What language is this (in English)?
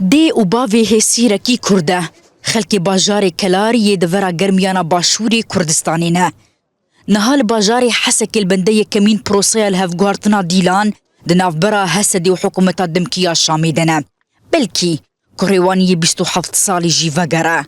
Kurdish